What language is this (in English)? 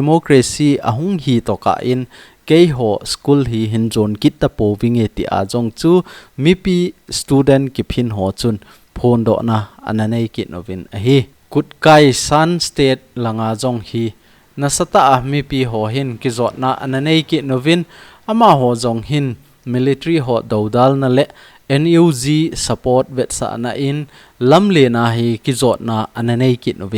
Thado Chin